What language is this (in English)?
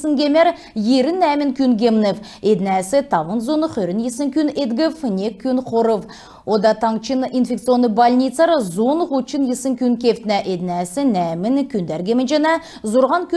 Kalmyk